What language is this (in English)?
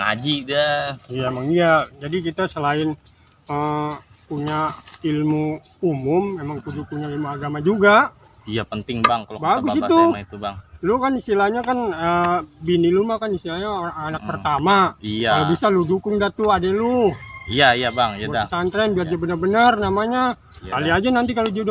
Betawi